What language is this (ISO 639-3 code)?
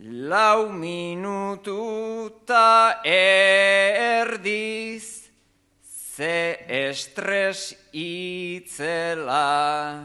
eus